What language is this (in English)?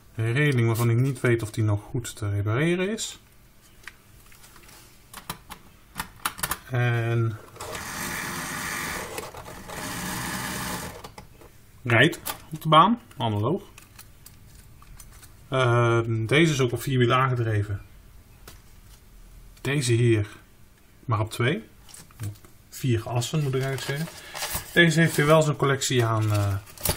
Dutch